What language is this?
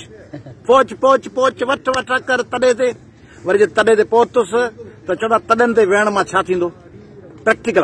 Sindhi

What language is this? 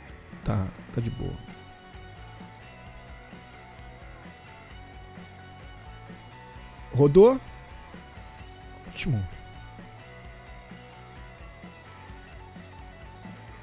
Portuguese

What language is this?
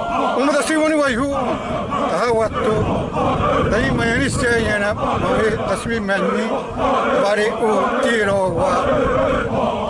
Xavánte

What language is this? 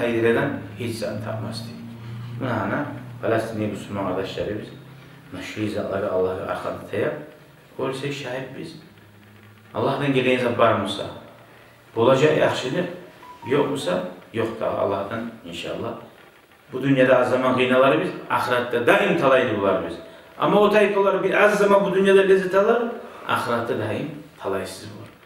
Kumyk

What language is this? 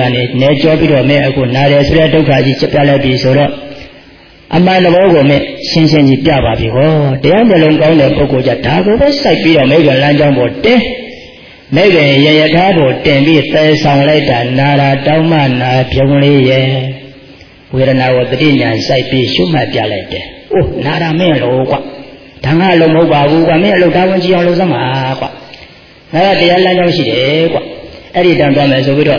Burmese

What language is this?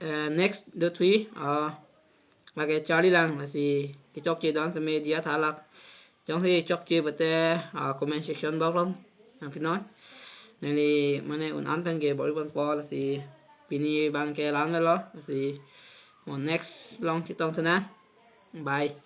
Karbi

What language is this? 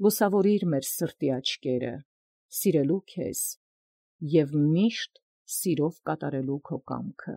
Armenian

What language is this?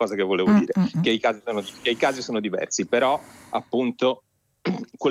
Italian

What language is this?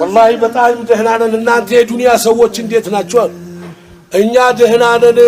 Amharic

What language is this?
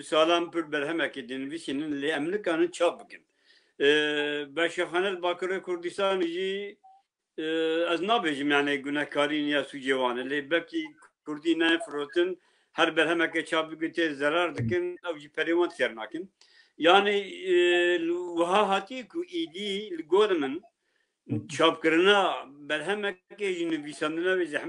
Kurdish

